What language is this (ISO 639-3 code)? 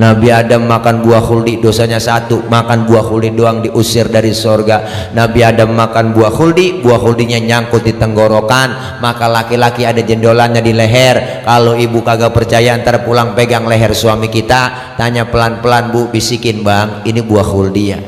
bew